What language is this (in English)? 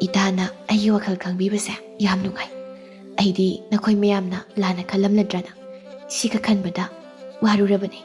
Manipuri